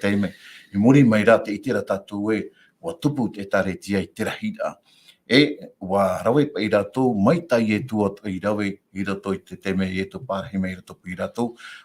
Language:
Tahitian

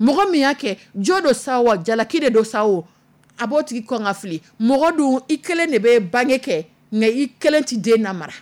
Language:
Dyula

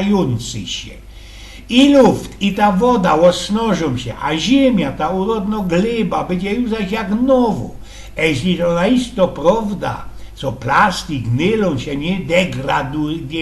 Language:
Silesian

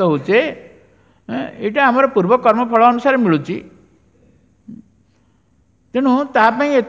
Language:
Odia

